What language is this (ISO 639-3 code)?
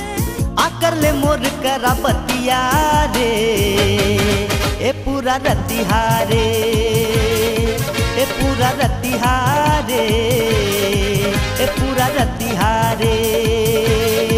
hne